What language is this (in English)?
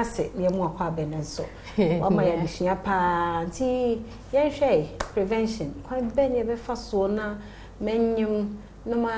Akan